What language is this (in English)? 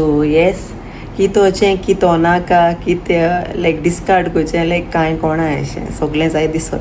Konkani